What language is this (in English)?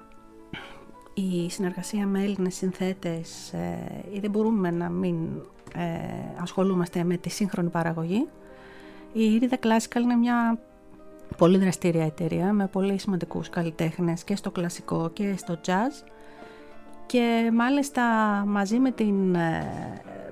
Greek